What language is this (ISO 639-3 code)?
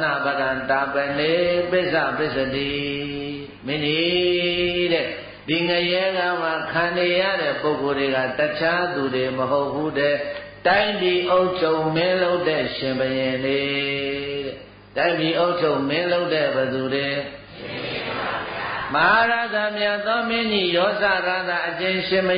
mya